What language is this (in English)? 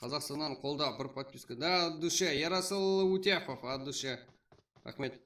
Kara-Kalpak